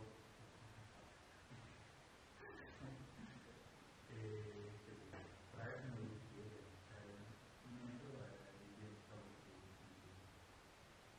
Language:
Italian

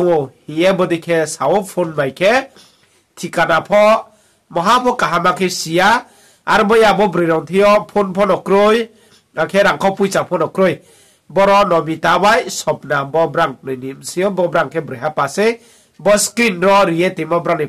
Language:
Riang (India)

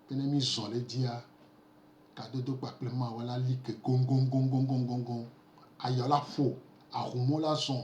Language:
Gen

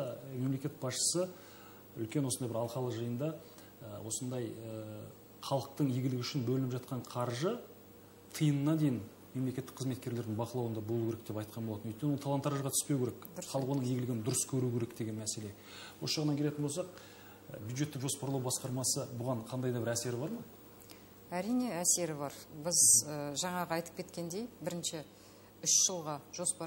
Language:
Kazakh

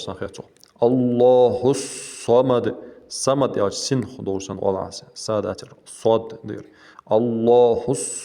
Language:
Ingush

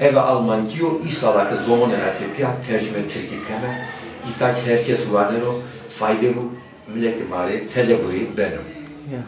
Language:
Zaza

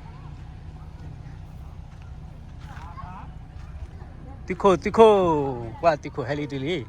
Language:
S'gaw Karen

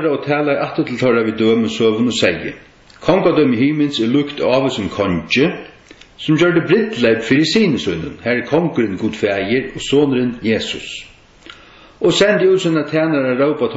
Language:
Faroese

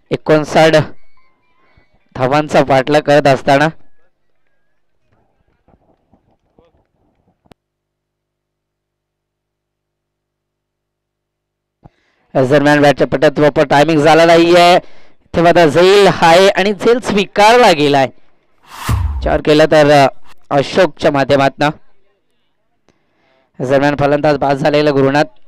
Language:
Marathi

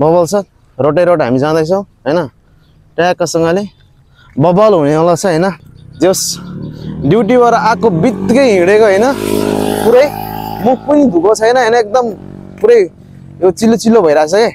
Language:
Nepali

